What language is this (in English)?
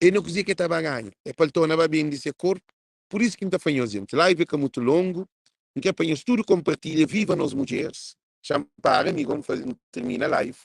Kabuverdianu